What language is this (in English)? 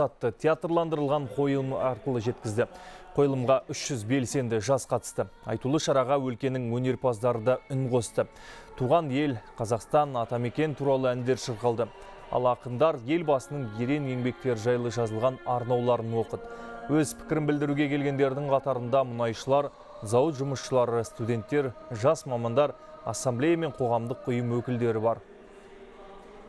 Kazakh